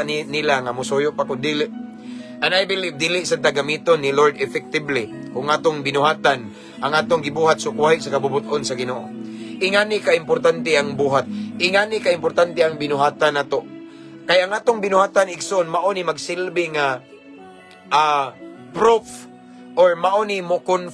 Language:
Cebuano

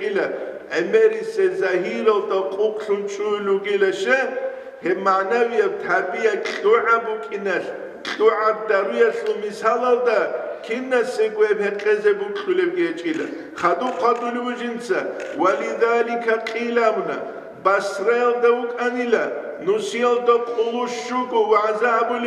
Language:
Avaric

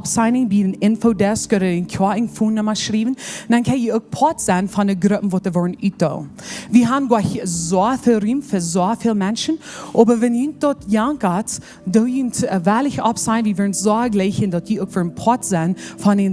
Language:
Plautdietsch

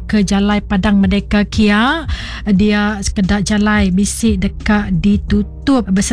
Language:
Iban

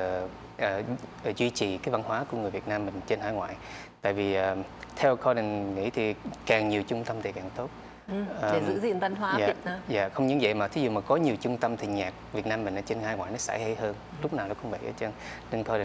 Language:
Vietnamese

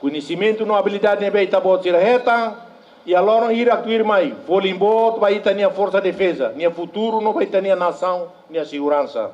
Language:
Tetum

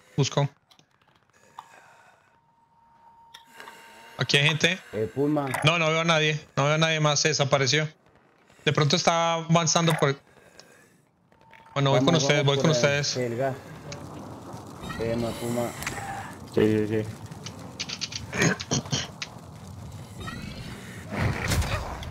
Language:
Spanish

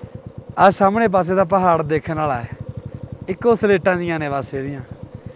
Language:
Punjabi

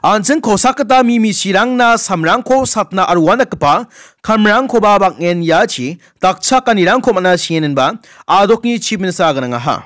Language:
Garo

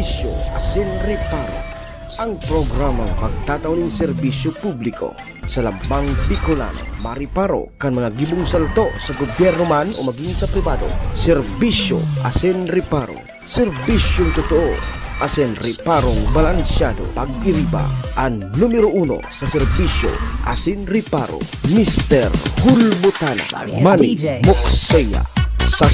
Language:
Bikol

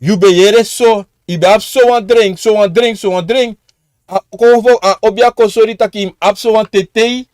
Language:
Sranan Tongo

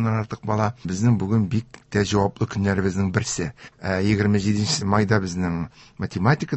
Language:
Tatar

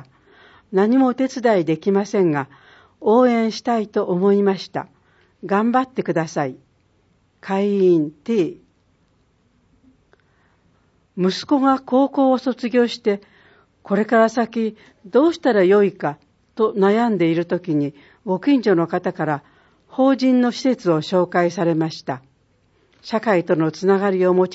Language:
Japanese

